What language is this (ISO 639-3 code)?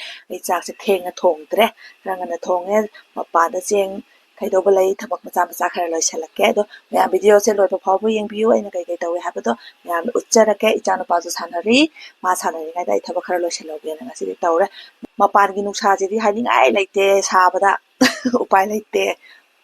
mni